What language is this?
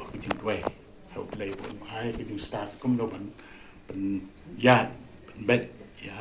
Khasi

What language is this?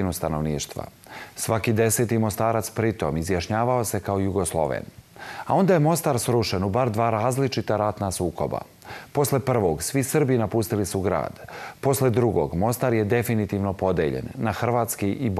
Serbian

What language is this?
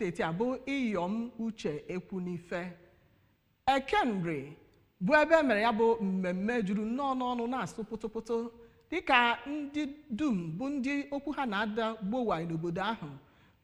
Igbo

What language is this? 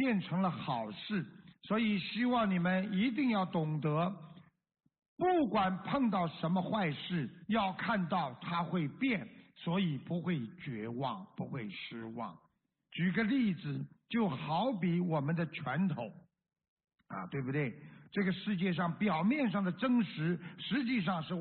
Chinese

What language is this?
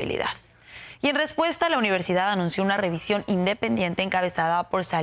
Spanish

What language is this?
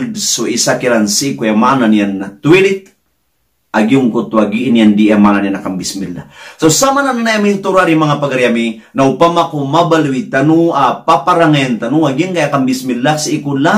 Maranao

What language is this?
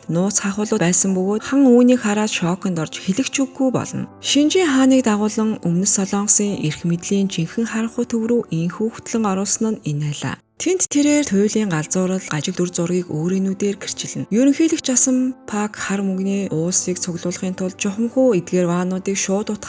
Mongolian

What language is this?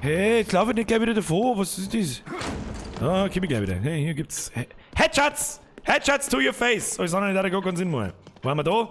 Bavarian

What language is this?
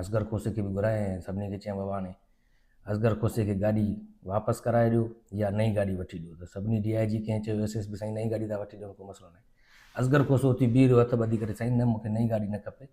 Sindhi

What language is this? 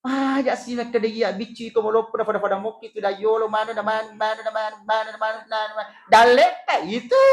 Buginese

